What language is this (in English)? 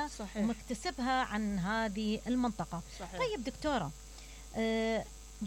Mesopotamian Arabic